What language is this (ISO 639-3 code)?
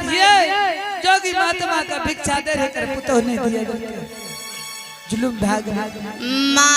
anp